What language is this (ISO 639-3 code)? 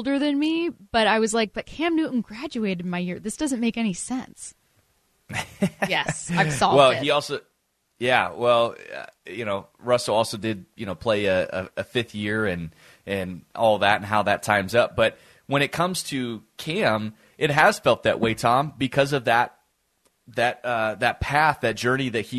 eng